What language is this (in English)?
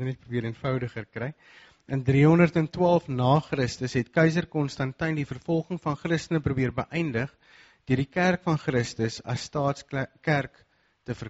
Afrikaans